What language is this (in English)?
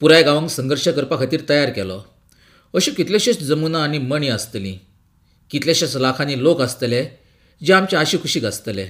Konkani